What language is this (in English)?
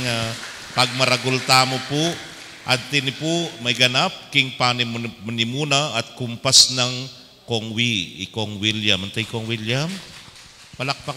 Pampanga